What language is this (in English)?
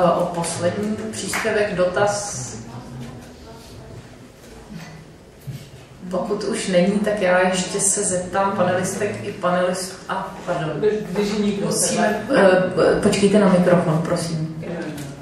Czech